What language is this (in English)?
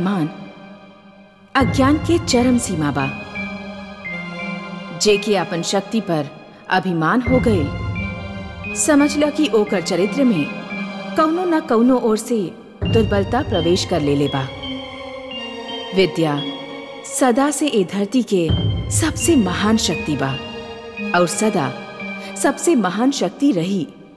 Bhojpuri